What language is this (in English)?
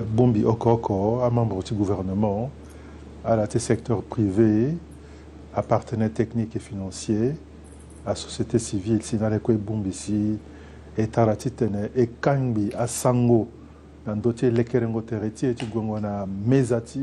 Sango